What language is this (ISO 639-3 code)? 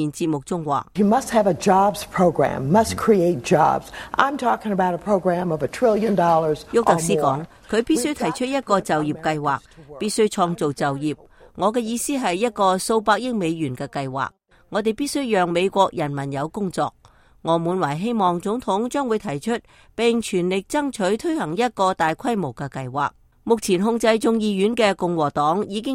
yue